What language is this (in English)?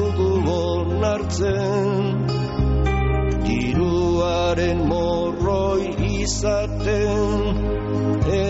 Basque